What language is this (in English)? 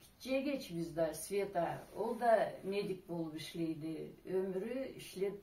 Karachay-Balkar